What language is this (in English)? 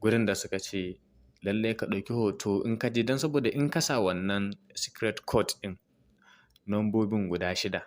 Hausa